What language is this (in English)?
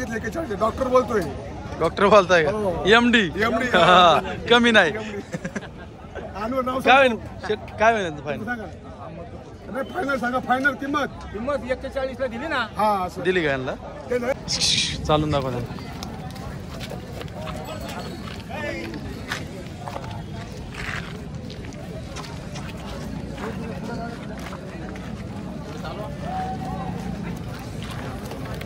Marathi